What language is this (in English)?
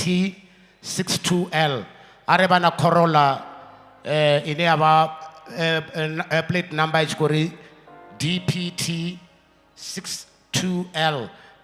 Venda